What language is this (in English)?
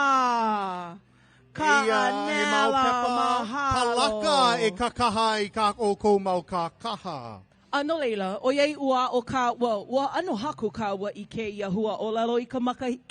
Hawaiian